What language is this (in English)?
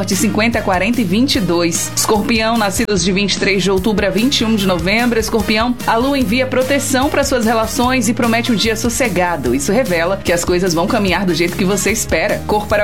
Portuguese